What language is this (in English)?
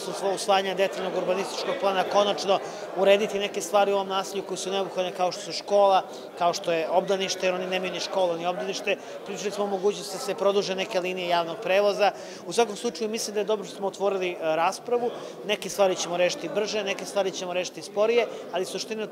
Serbian